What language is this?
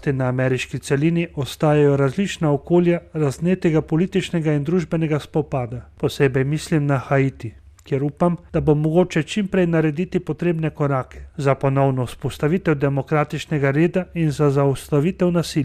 Slovenian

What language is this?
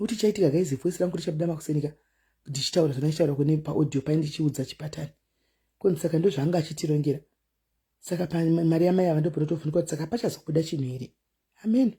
Shona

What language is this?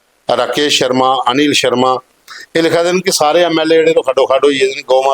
Dogri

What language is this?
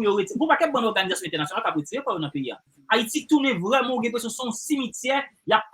Haitian Creole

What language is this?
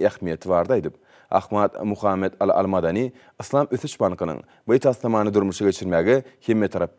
Turkmen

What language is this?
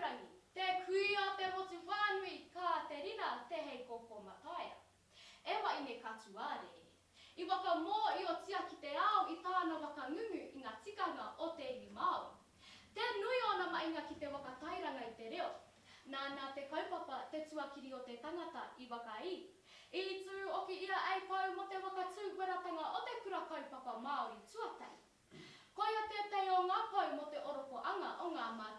Māori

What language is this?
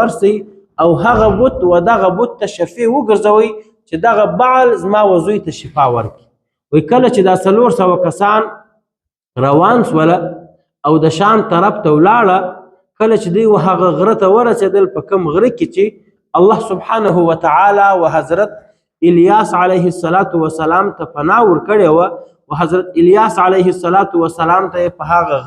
Pashto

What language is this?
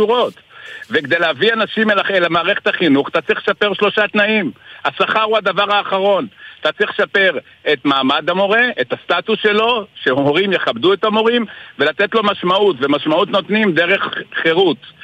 Hebrew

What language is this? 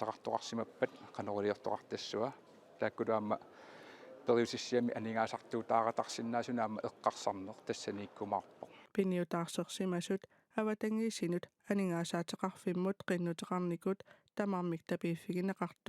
Kalaallisut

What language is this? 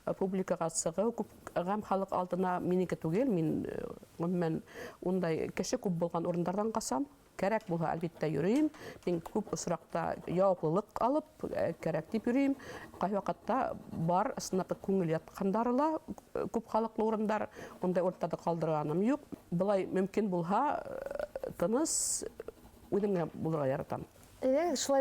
Bashkir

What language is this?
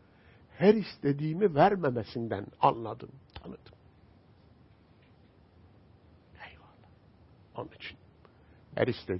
Turkish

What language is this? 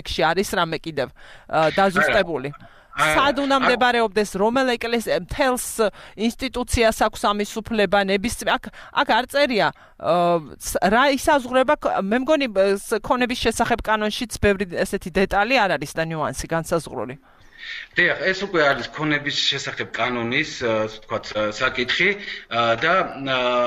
Georgian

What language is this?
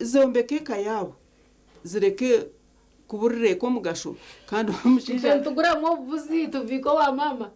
Nyankole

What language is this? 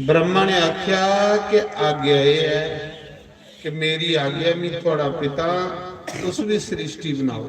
Dogri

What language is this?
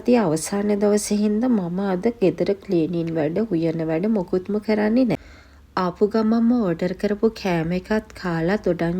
Sinhala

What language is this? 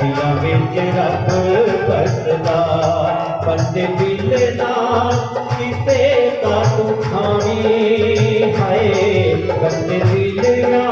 Dogri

